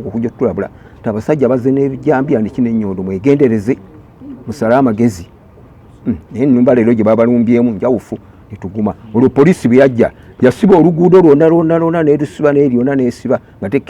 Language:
Ganda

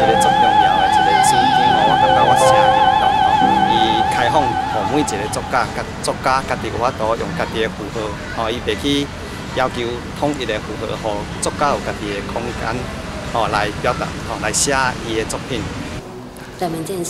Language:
Min Nan Chinese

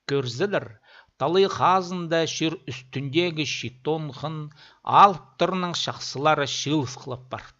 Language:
Khakas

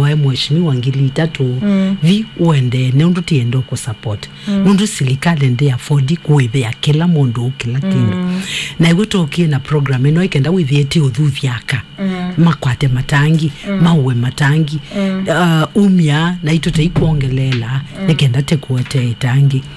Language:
Kamba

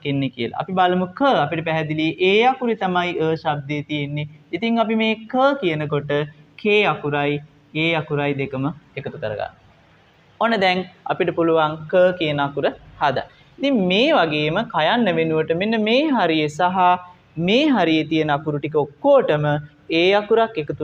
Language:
Sinhala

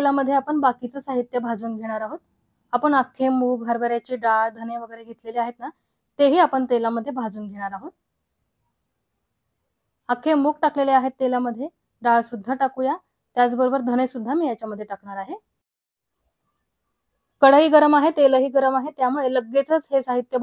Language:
Marathi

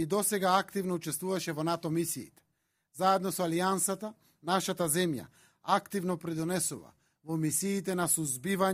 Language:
Macedonian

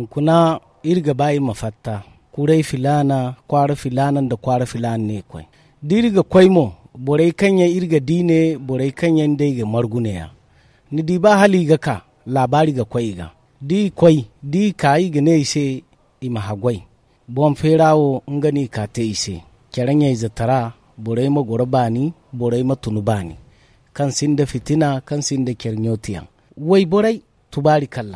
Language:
Zarma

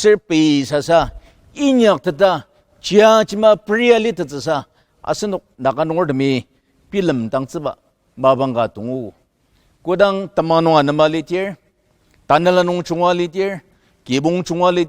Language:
Ao Naga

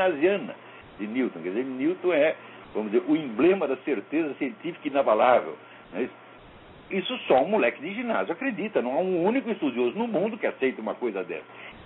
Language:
Portuguese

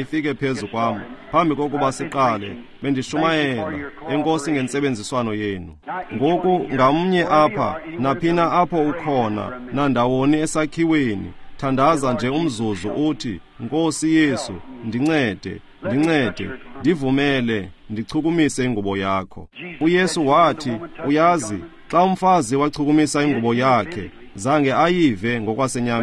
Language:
Xhosa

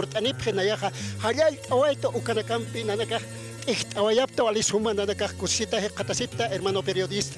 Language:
Aymara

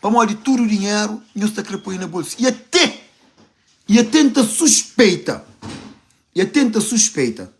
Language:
Kabuverdianu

